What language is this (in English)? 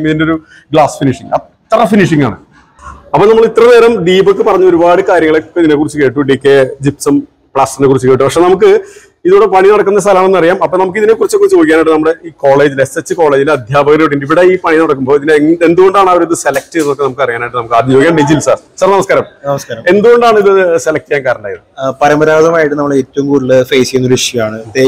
Malayalam